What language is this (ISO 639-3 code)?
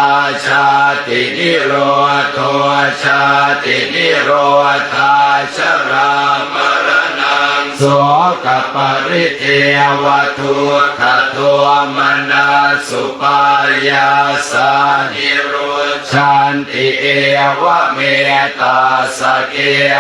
pli